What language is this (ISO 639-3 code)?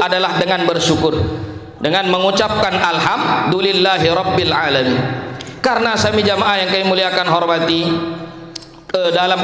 sas